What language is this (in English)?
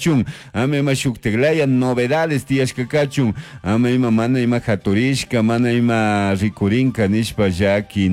Chimborazo Highland Quichua